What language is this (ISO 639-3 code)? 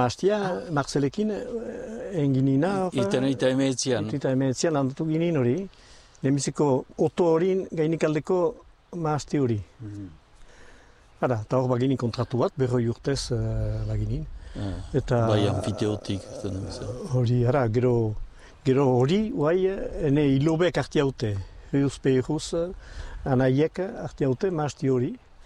eus